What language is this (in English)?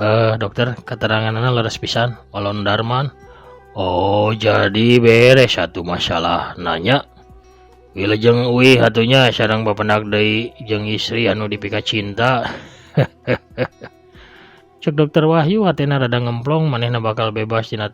Sundanese